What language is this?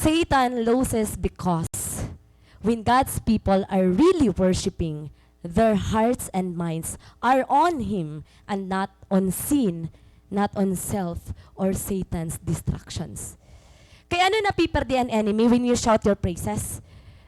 Waray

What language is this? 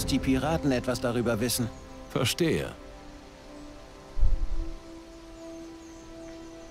German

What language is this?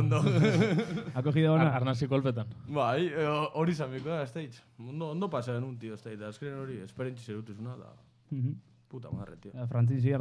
Basque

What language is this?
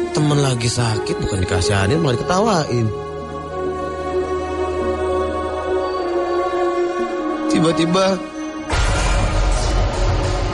Indonesian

